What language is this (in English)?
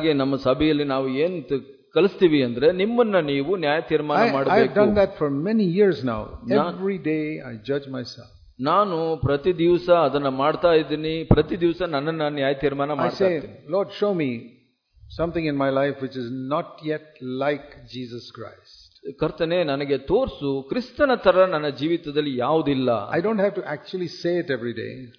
Kannada